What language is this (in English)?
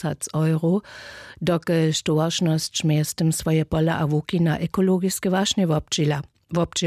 Upper Sorbian